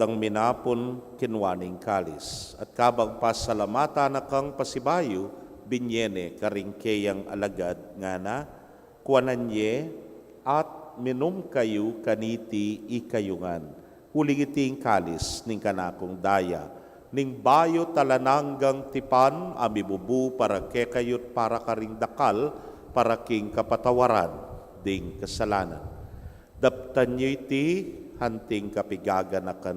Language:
Pampanga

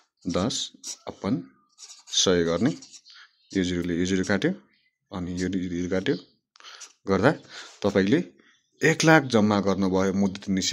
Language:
Nepali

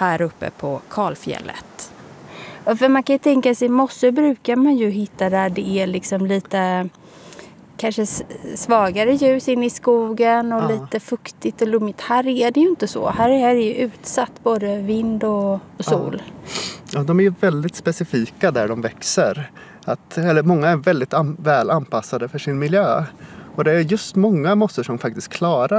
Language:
Swedish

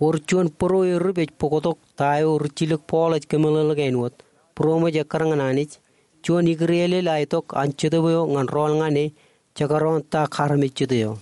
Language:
Marshallese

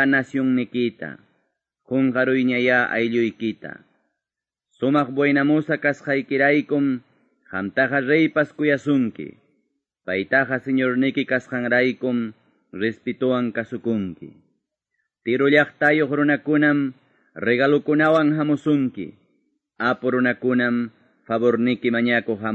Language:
Quechua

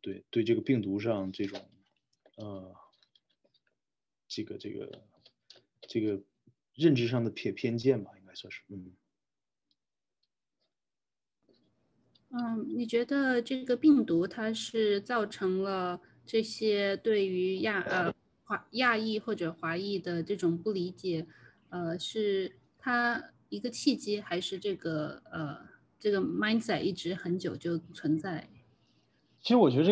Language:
Chinese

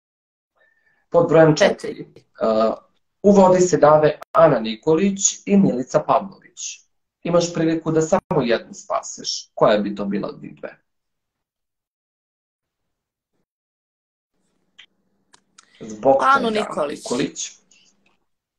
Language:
Serbian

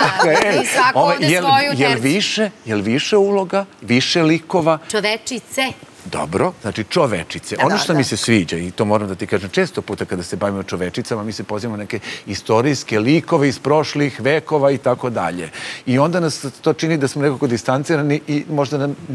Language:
Serbian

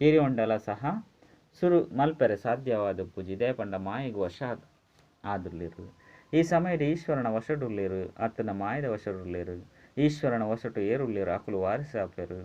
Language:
Tulu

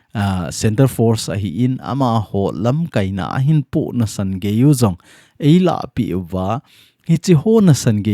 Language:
Thado Chin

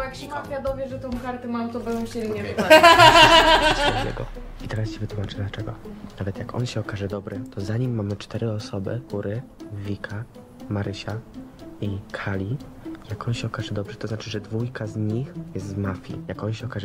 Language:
Polish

